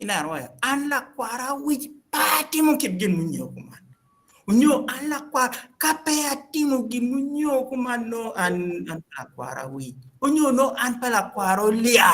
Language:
Acoli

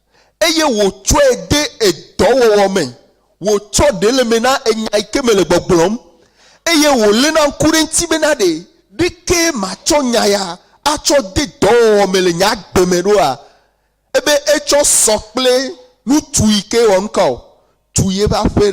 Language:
Ewe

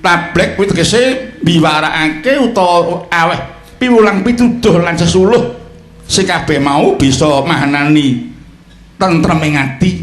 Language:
Javanese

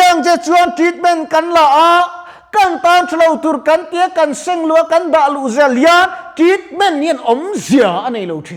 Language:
Mizo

